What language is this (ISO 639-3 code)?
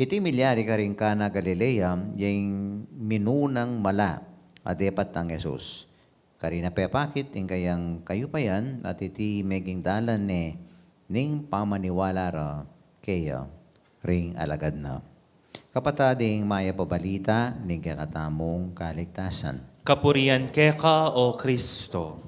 pam